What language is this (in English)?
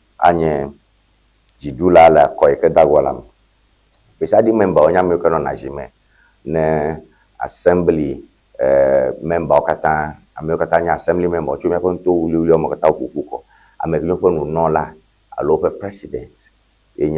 Ewe